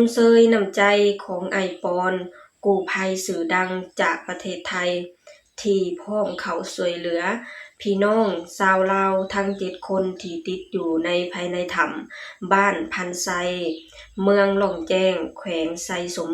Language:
Lao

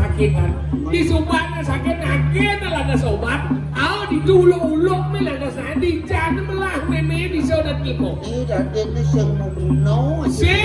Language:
Balinese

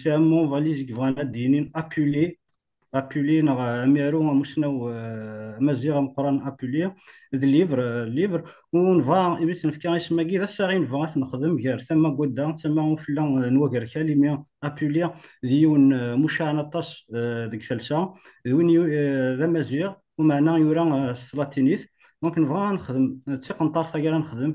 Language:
Kabyle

